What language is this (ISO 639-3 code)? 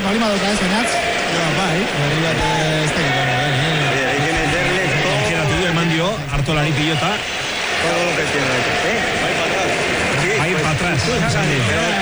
eus